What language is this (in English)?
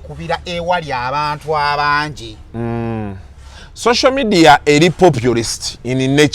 Ganda